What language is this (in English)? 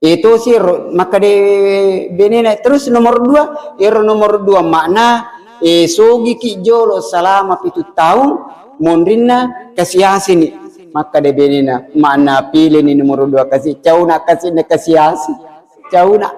Buginese